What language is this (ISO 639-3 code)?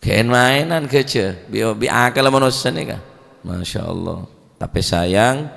mad